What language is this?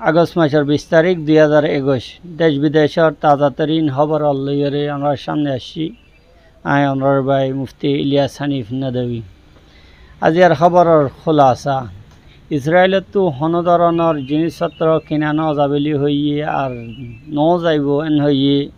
Rohingya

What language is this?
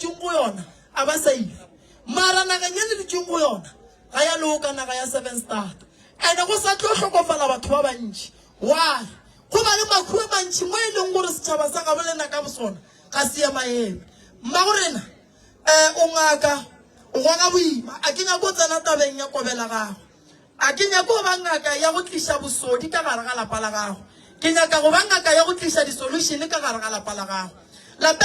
Northern Sotho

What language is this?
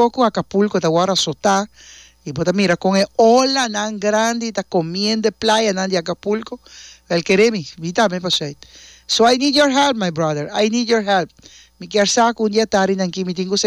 Papiamento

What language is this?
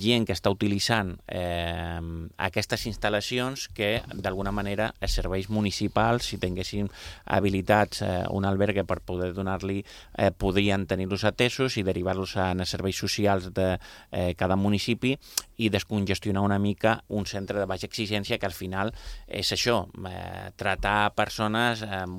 Catalan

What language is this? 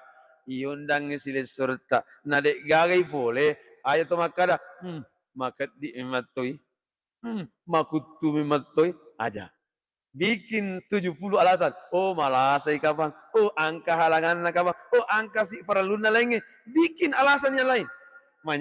Buginese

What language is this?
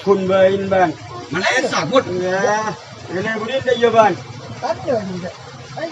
Madurese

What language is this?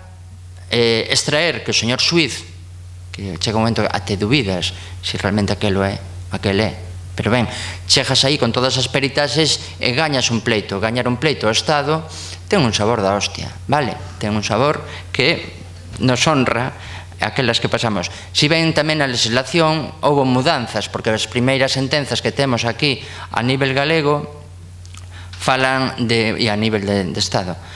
Galician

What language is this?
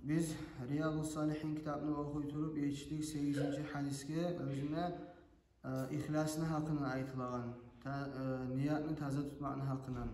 Kumyk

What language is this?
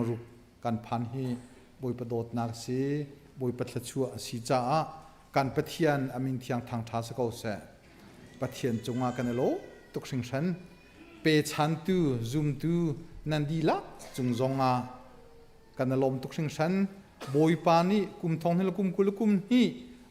Hakha Chin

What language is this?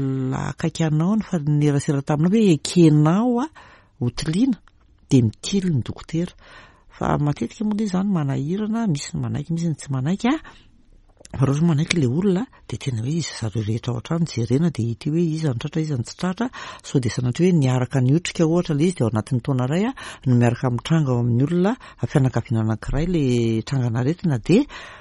Malagasy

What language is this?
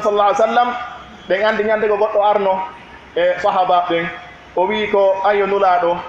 Pular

